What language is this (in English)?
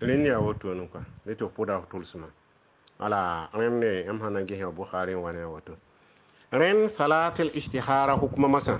Mossi